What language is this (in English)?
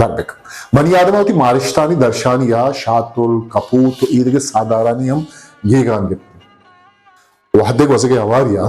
Eastern Balochi